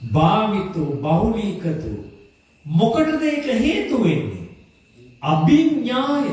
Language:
Sinhala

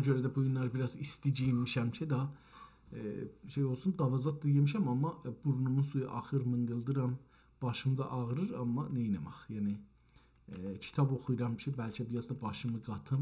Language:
South Azerbaijani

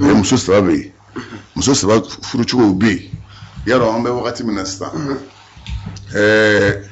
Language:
Bambara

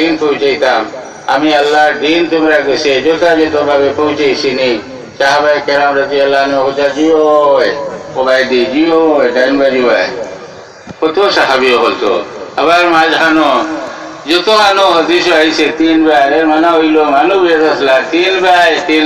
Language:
Sylheti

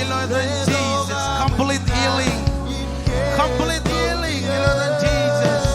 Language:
Marshallese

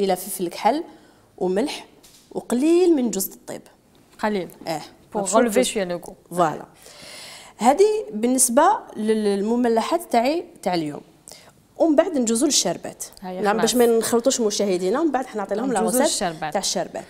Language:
Algerian Arabic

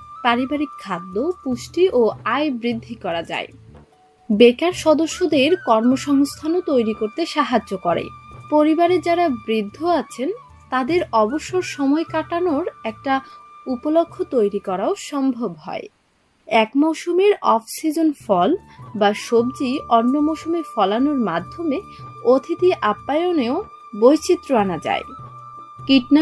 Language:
Bangla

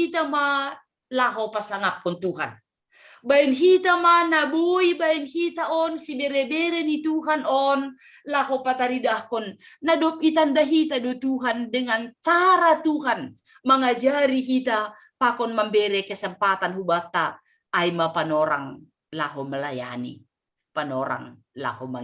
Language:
Batak Simalungun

